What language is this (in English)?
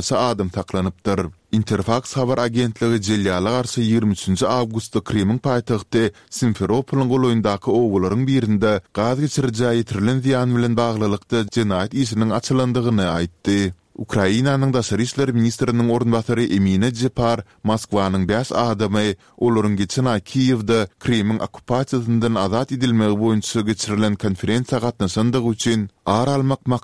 Turkmen